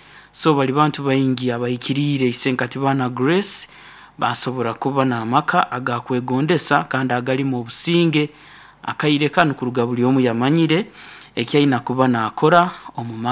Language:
Nyoro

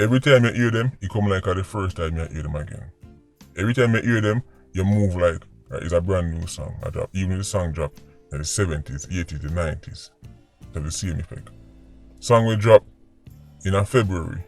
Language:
Jamaican Creole English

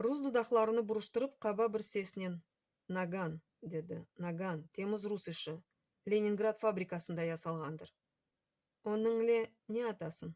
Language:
Crimean Tatar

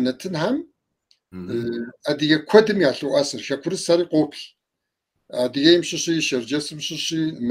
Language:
Kabardian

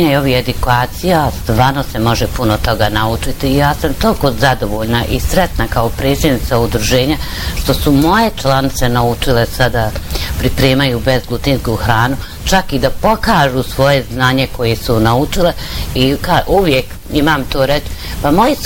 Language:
Bosnian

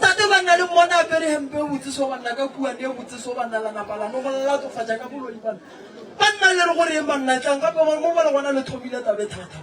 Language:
Northern Sotho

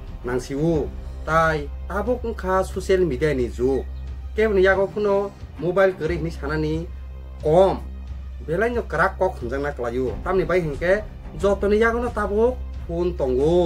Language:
Kok Borok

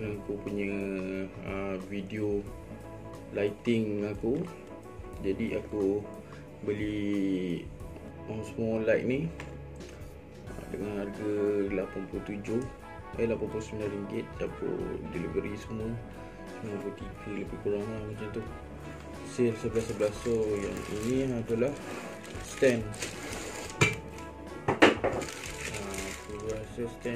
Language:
Malay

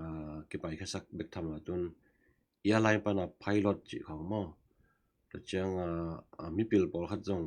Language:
Tedim Chin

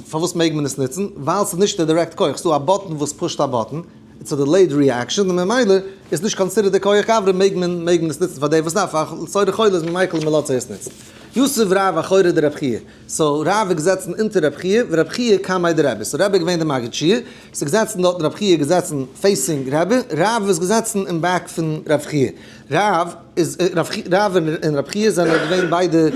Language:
Yiddish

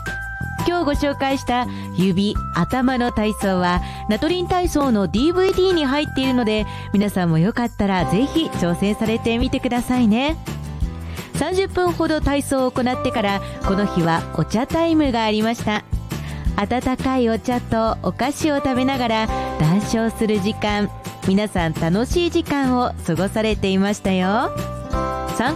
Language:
Japanese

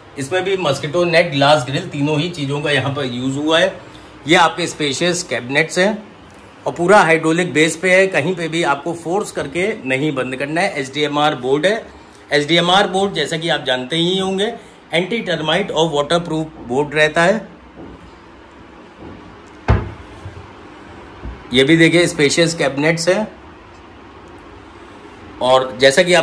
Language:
Hindi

